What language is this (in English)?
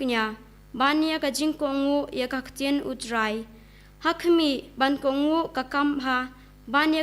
Khasi